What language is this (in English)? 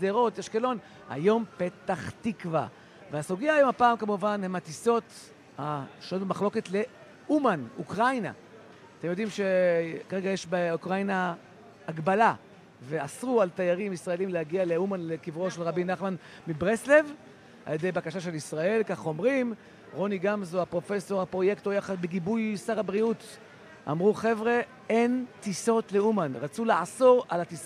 Hebrew